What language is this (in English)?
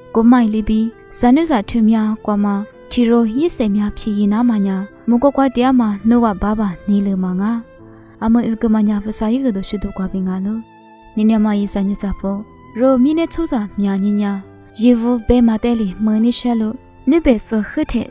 Lisu